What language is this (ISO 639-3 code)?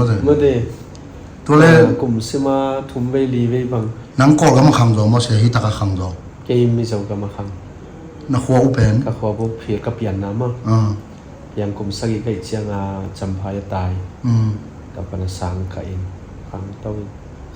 ctd